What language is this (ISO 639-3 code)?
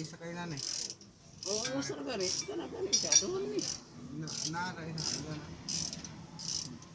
fil